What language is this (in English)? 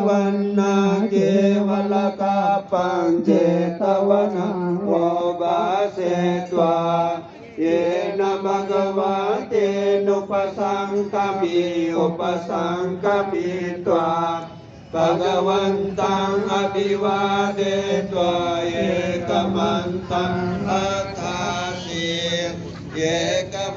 Pali